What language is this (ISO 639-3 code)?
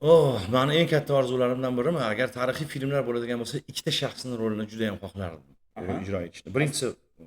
uzb